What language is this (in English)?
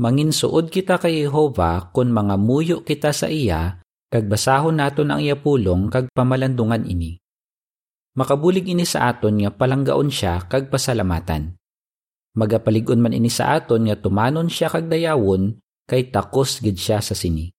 Hiligaynon